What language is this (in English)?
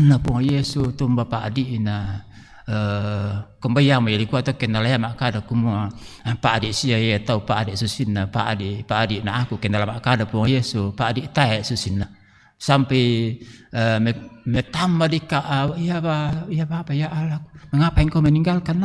Toraja-Sa'dan